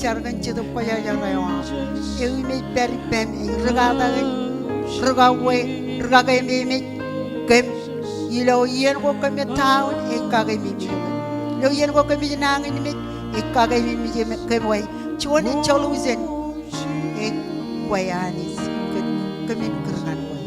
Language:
Marshallese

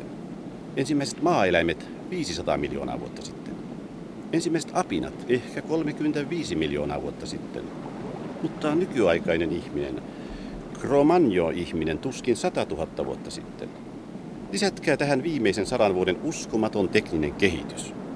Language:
Finnish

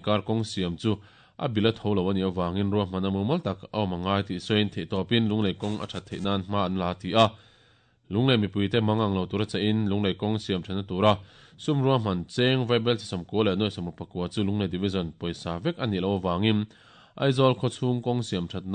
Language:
Mizo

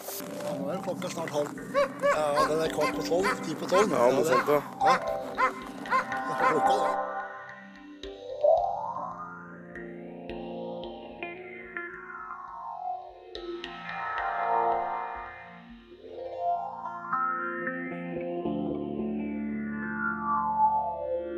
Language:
Norwegian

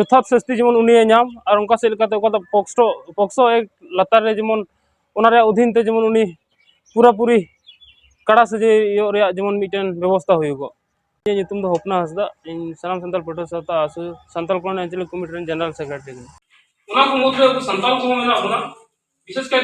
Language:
Santali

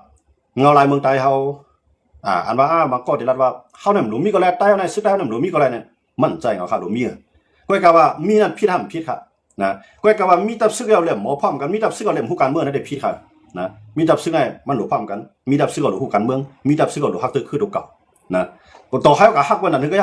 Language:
Shan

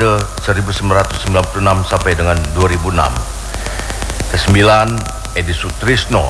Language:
Indonesian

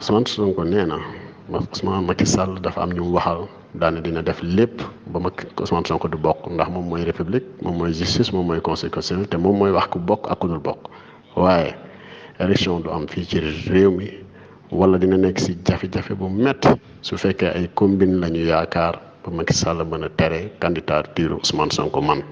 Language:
Wolof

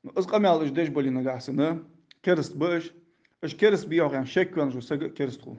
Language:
Ingush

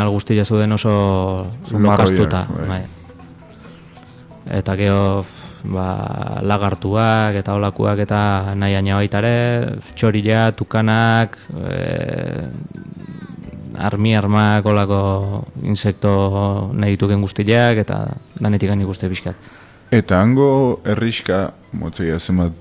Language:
Basque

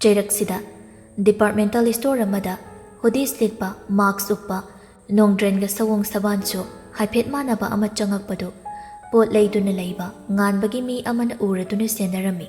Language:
Manipuri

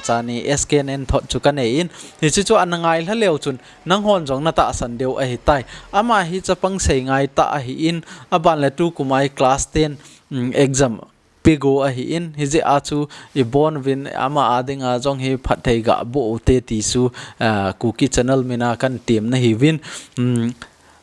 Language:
Thado Chin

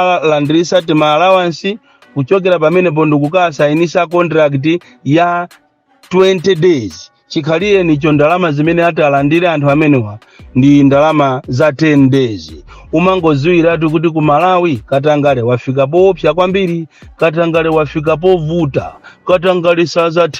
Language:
Nyanja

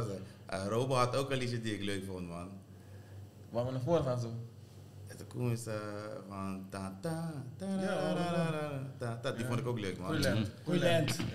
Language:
Dutch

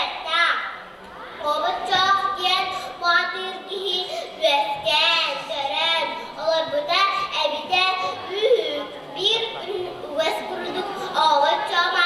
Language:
Yakut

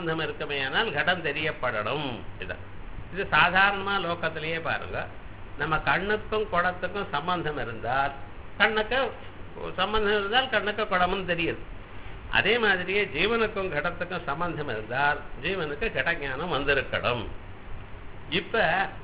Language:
Tamil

